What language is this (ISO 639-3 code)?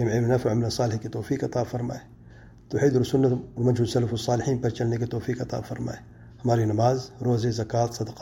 urd